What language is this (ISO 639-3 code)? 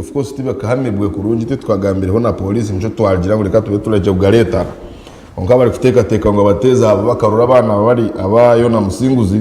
nyn